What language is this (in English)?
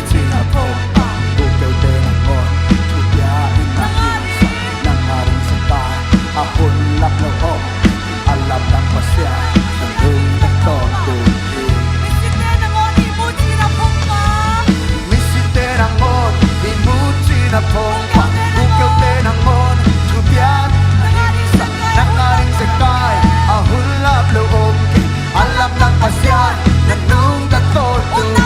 Tedim Chin